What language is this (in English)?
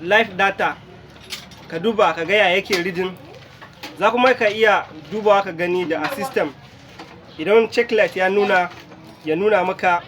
Hausa